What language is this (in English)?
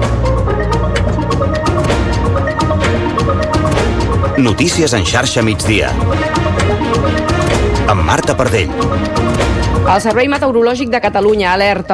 Catalan